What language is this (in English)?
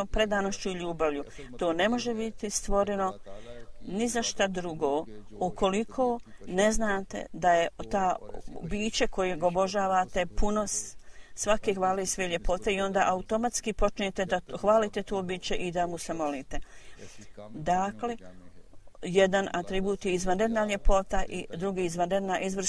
Bosnian